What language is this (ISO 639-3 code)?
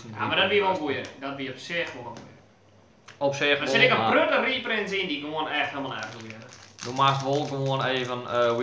fry